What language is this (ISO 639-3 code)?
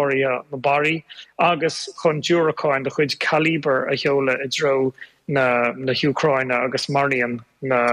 gle